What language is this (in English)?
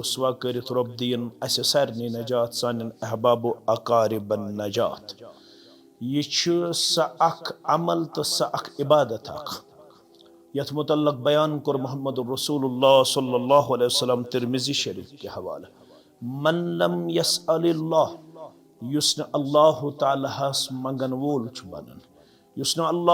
Kashmiri